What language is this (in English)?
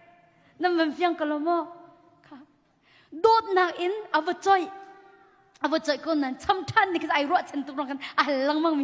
Hakha Chin